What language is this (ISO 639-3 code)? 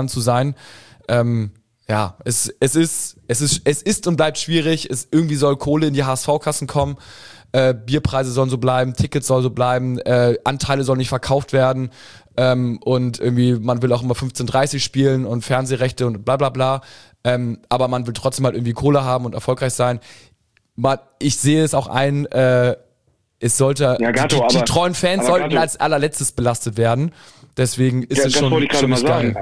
deu